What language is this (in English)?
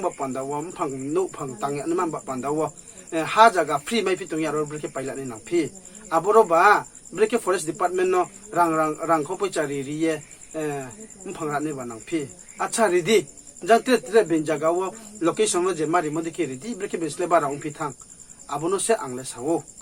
Riang (India)